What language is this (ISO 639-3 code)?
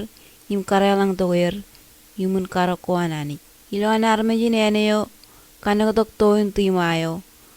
mah